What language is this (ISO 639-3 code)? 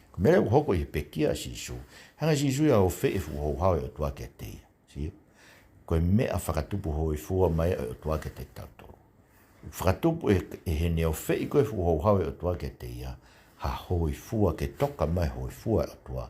ton